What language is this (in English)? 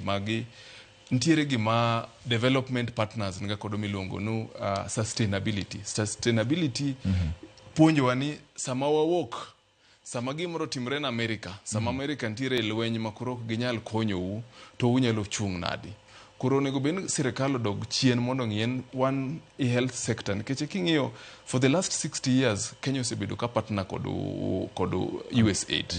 Luo (Kenya and Tanzania)